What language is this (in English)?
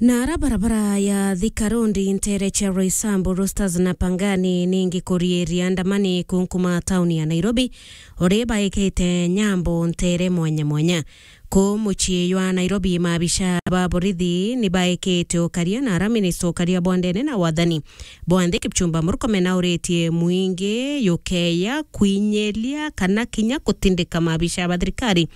Meru